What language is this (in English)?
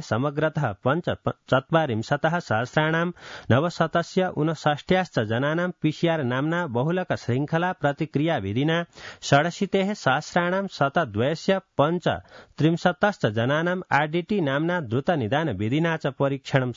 Sanskrit